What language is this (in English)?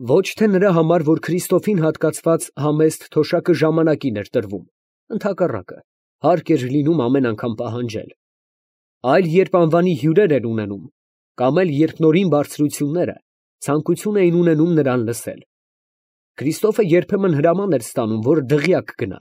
Armenian